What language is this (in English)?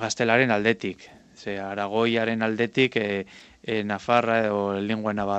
Basque